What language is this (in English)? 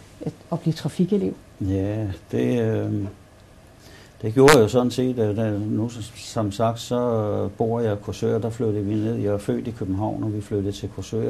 Danish